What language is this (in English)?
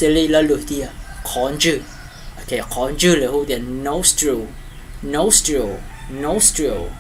Hmong